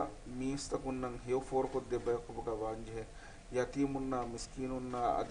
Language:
Divehi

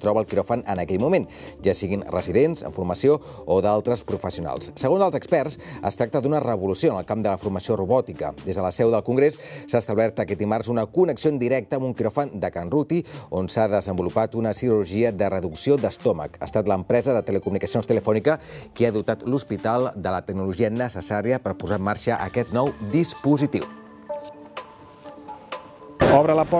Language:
Catalan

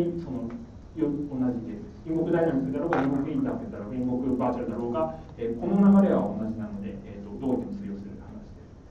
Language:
Japanese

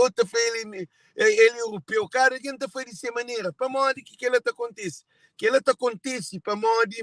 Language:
Kabuverdianu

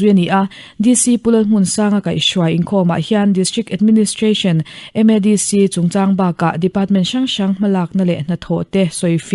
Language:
Mizo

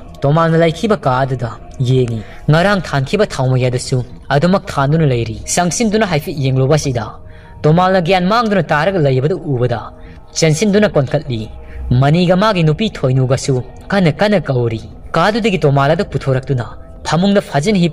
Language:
Manipuri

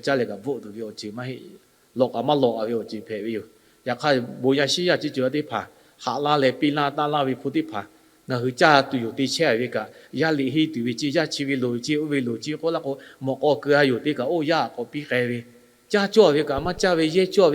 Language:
Lahu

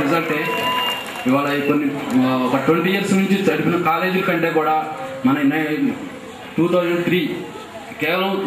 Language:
Telugu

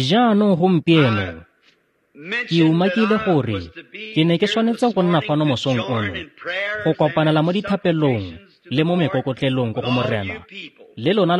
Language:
Tswana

